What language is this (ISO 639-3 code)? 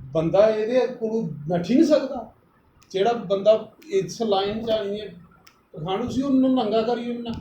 doi